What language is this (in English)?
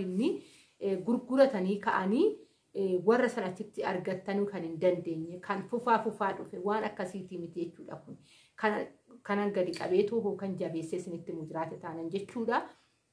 Oromo